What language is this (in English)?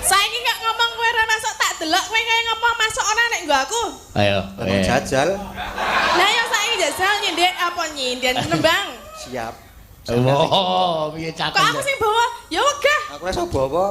Javanese